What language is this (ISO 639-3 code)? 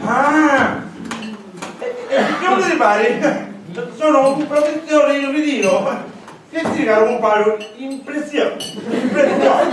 scn